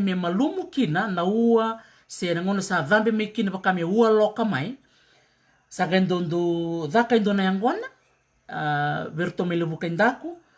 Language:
Fijian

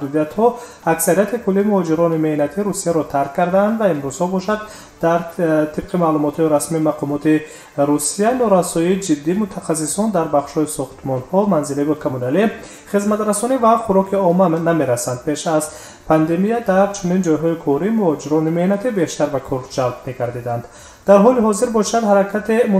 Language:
Tajik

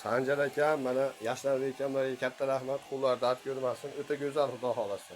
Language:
Uzbek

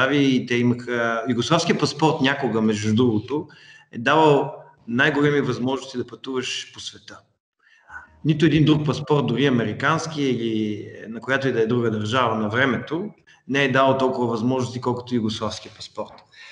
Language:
Bulgarian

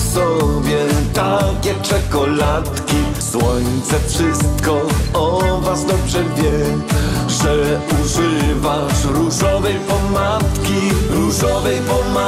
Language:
Polish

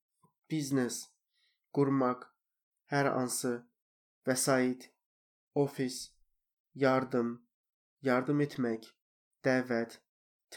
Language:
Azerbaijani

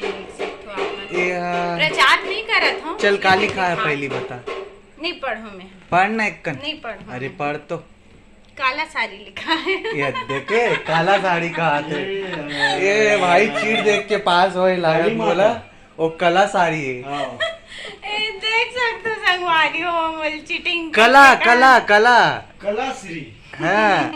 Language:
Chhattisgarhi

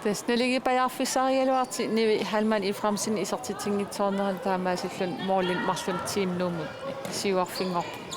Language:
Kalaallisut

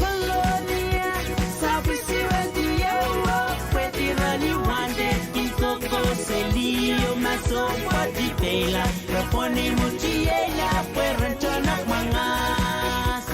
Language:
Pohnpeian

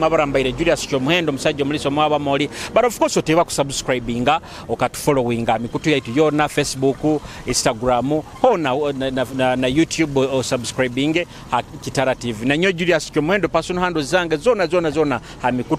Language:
Nyoro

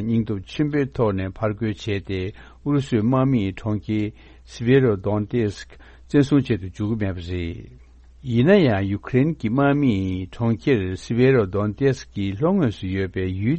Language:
Tibetan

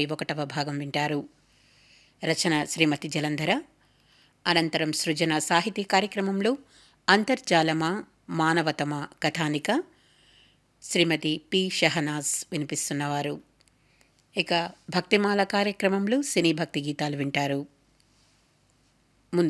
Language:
Telugu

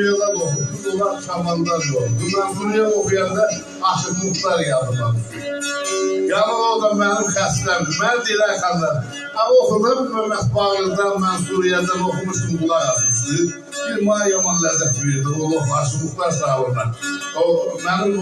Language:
South Azerbaijani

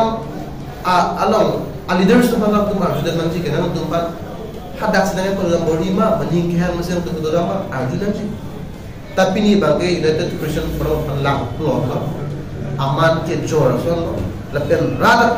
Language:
Karbi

